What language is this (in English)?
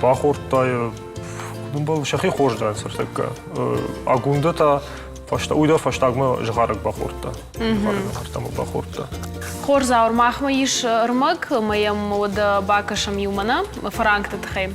Ossetic